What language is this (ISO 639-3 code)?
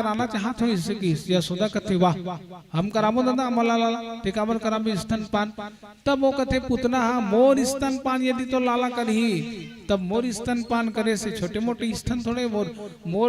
hne